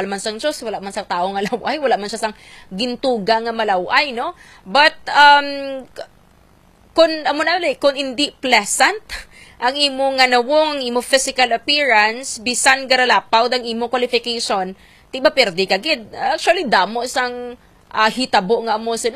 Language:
Hiligaynon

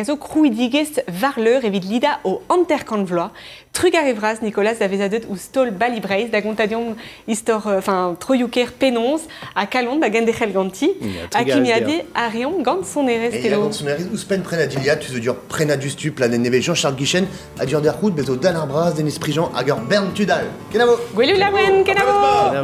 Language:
Breton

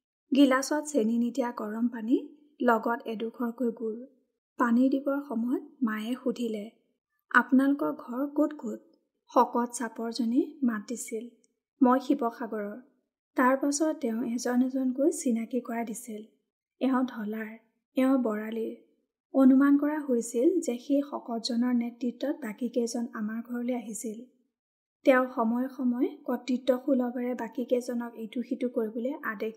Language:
Assamese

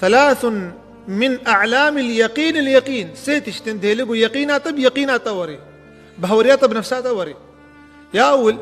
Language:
Kurdish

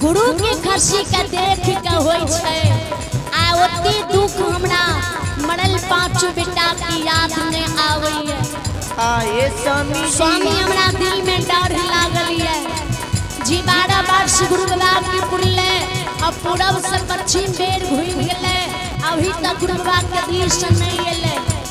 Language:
Maithili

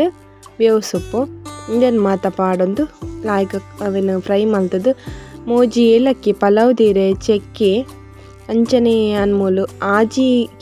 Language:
Tulu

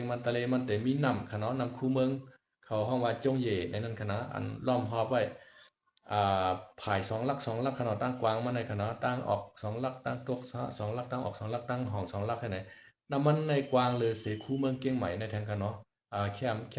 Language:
Shan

